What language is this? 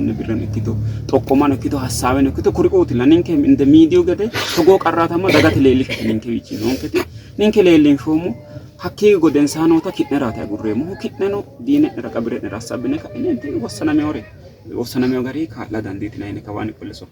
Sidamo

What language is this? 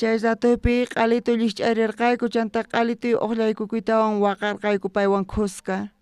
South Bolivian Quechua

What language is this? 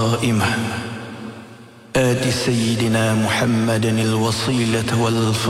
Malay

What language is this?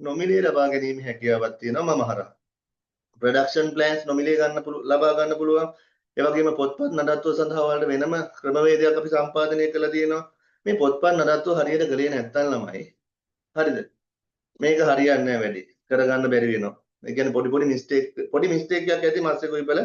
Sinhala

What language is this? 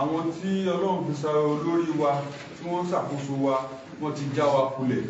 Yoruba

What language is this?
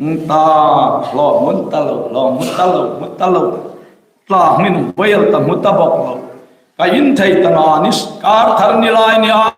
Hmar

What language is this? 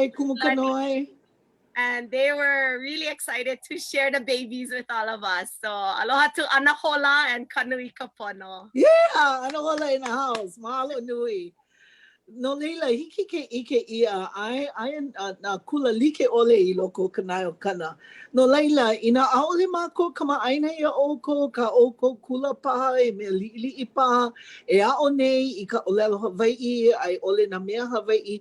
Hawaiian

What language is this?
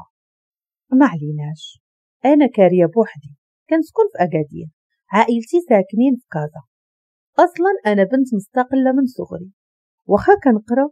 Moroccan Arabic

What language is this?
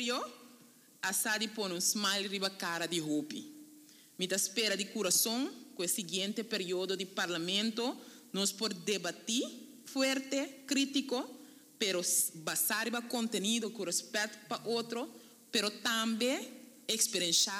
Papiamento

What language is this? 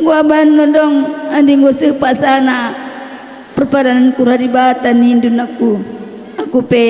Batak Karo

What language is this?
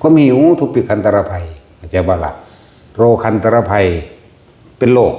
Northeastern Thai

